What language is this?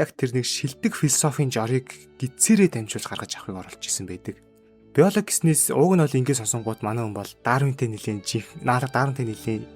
Mongolian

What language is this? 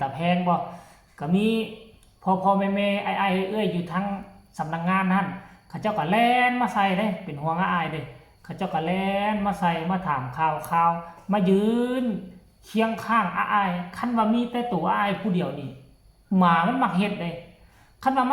Northeastern Thai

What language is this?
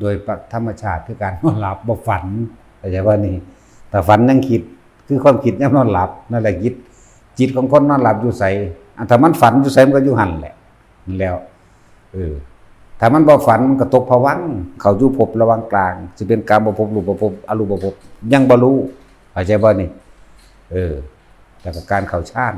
Northeastern Thai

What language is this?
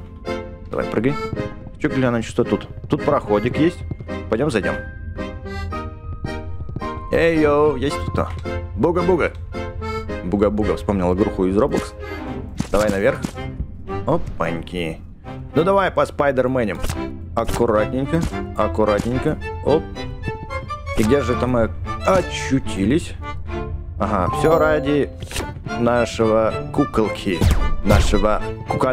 Russian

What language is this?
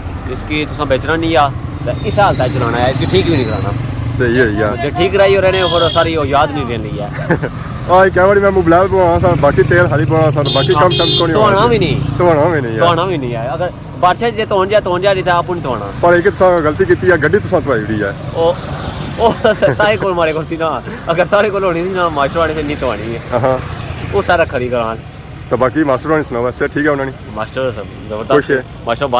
Pahari-Potwari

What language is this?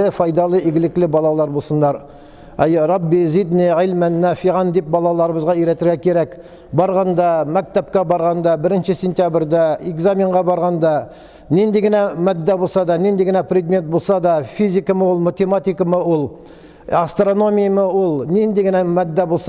Tatar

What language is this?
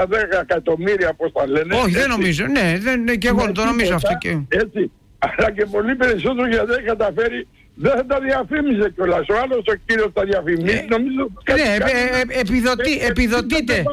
Greek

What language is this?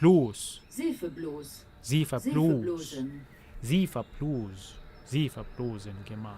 North Levantine Arabic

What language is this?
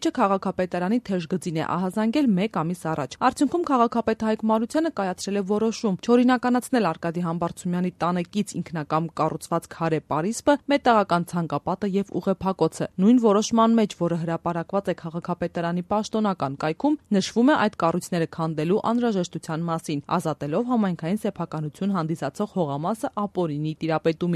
Armenian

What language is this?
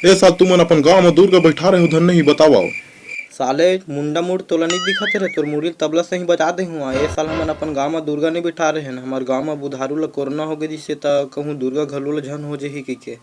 Chhattisgarhi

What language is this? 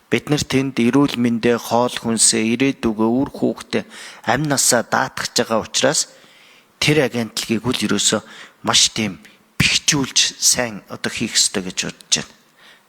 Mongolian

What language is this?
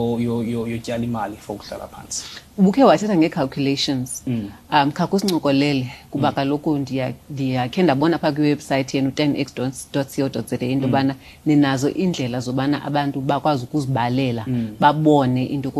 Xhosa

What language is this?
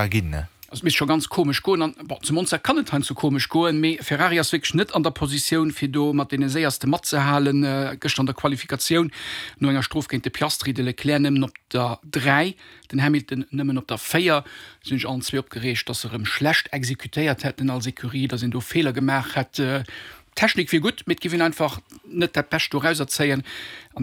Luxembourgish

